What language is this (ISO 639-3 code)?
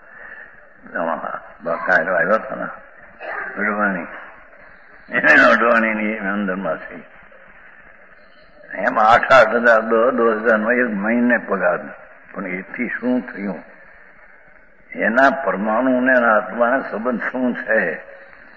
guj